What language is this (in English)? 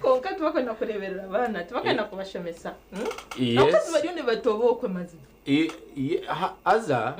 Nyankole